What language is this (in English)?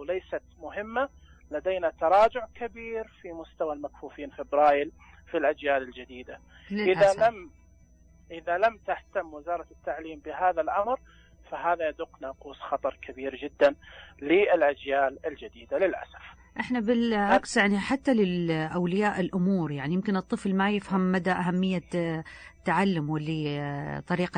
Najdi Arabic